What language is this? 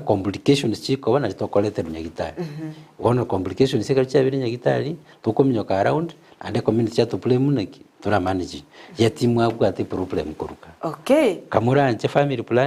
Gusii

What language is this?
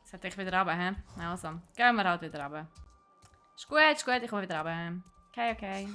Swiss German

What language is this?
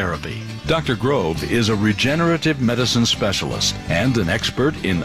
English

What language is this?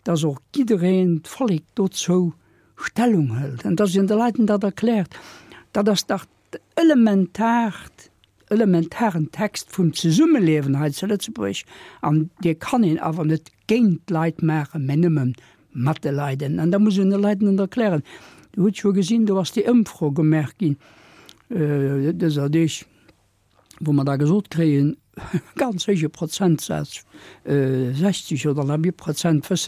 Luxembourgish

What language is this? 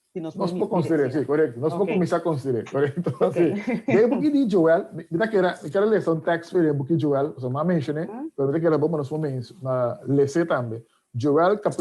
Papiamento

